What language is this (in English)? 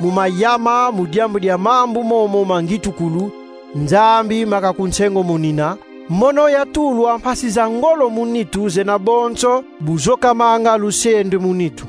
Kongo